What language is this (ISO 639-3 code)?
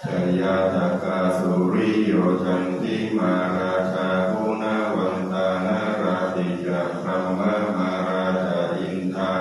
pli